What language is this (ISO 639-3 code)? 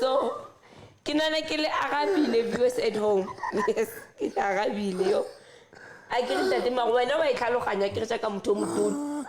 sot